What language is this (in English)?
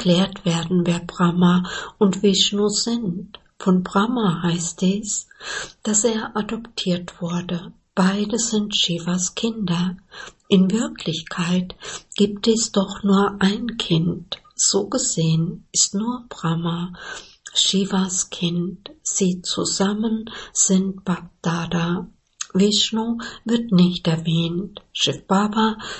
German